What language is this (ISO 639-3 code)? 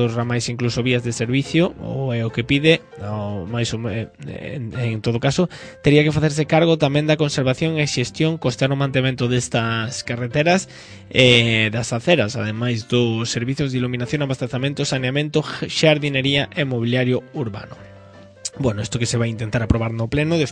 glg